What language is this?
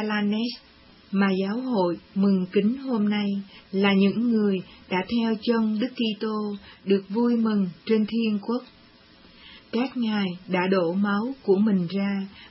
Vietnamese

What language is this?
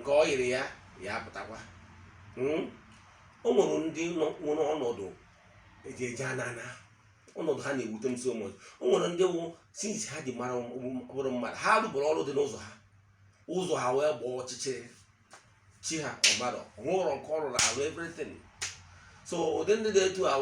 Igbo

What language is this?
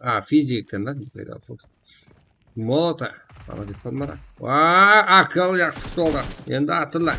Kara-Kalpak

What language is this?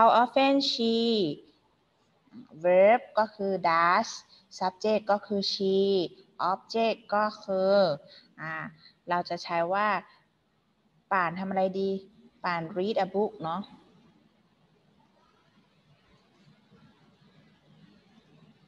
Thai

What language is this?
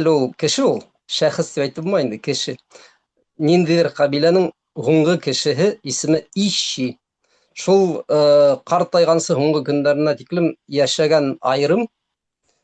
Bashkir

